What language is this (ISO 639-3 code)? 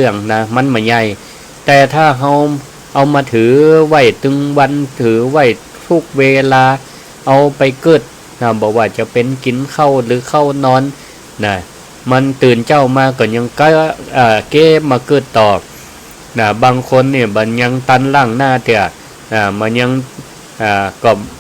nod